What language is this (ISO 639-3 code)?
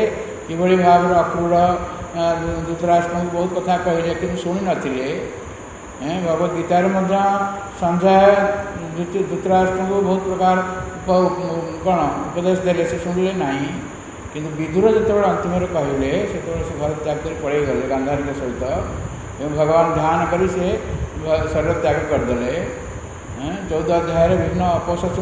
ori